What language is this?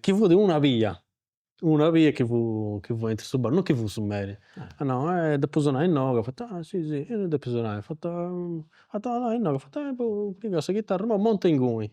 Sardinian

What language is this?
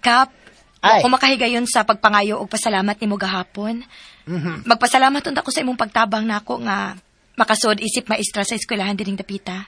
Cebuano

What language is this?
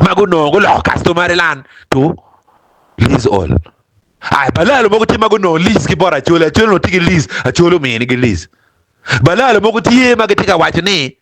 Acoli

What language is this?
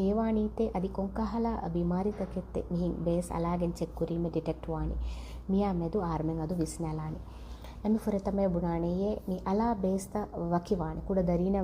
Divehi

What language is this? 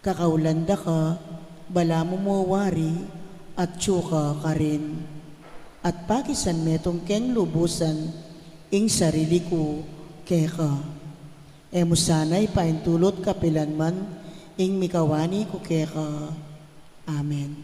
Pampanga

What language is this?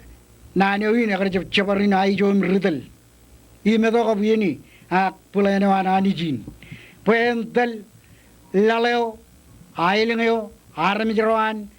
Marshallese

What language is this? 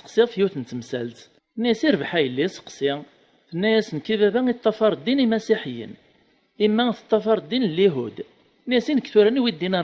Kabyle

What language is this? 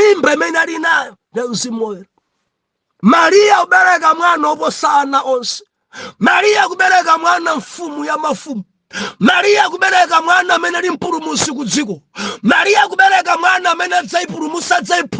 Nyanja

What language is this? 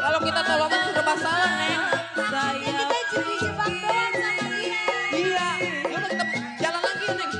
Betawi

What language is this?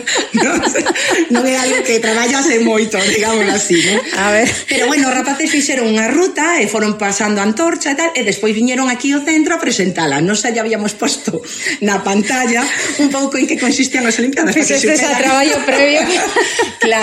Galician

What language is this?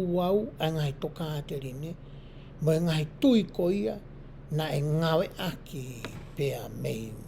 Tongan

